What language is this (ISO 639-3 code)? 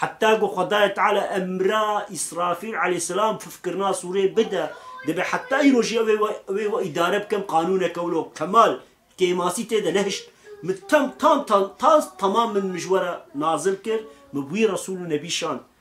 kur